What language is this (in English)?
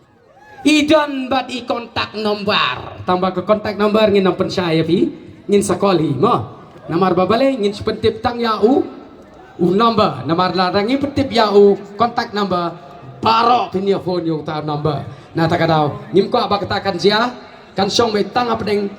Khasi